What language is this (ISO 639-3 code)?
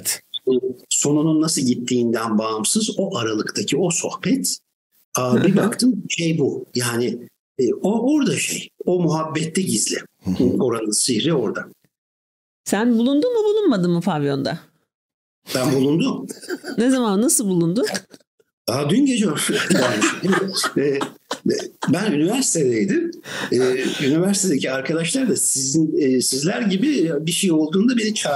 tur